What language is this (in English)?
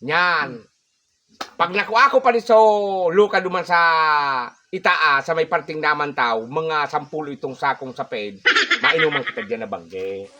Bikol